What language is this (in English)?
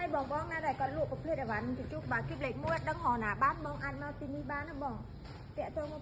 Khmer